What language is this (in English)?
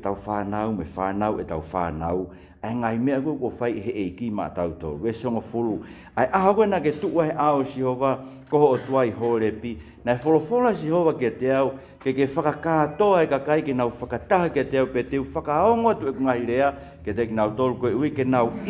Tongan